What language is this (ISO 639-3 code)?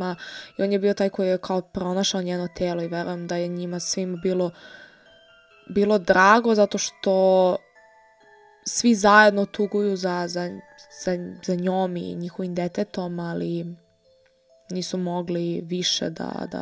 srp